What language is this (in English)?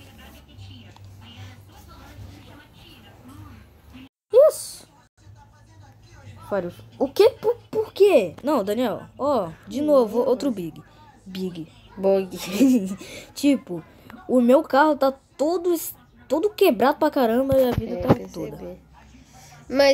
Portuguese